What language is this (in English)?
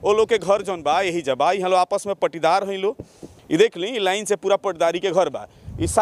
Bhojpuri